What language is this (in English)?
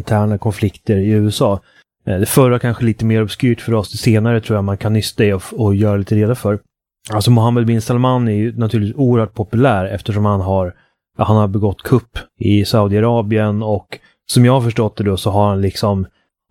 Swedish